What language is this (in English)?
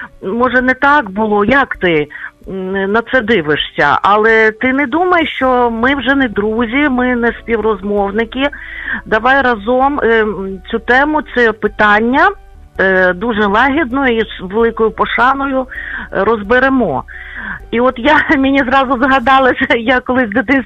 Ukrainian